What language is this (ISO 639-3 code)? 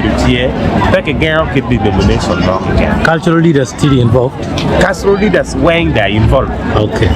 ach